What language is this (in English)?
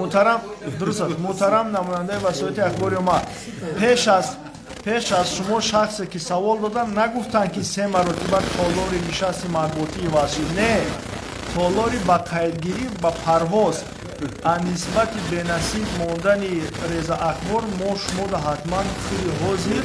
Tajik